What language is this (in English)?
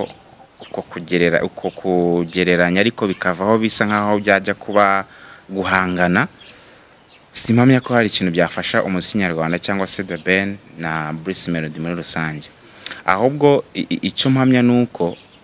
Kinyarwanda